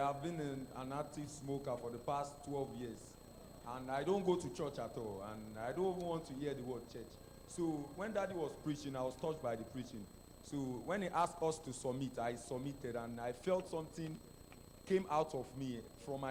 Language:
Ewe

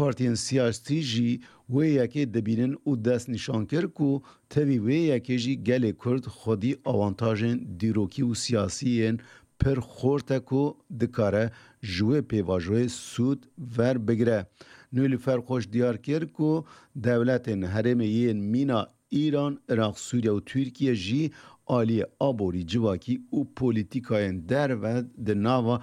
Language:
Kurdish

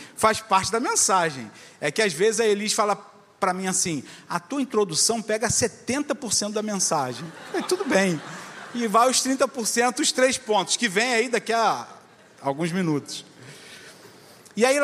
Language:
Portuguese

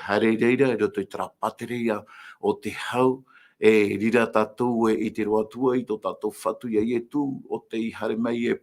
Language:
Tahitian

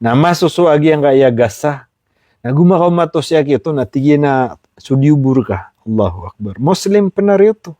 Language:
Maranao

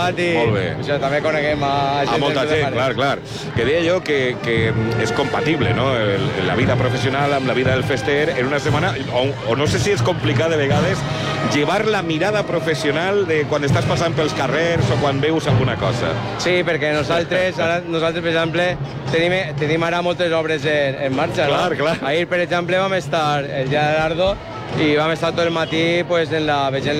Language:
Catalan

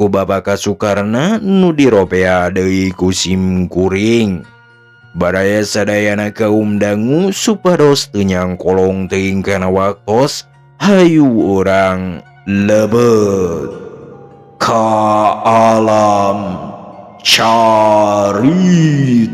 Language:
Sundanese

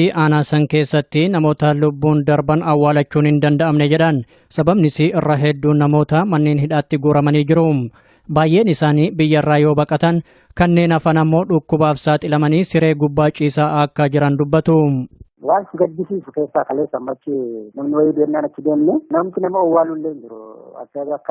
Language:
Oromo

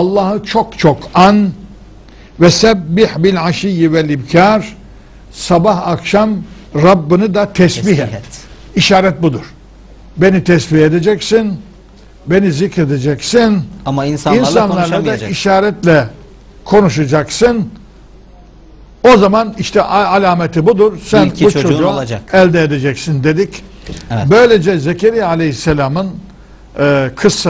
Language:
Turkish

